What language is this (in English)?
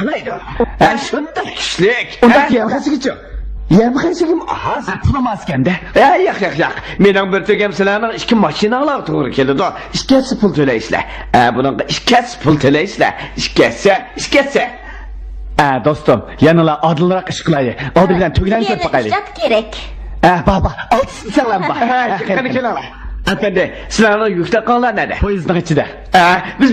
Uyghur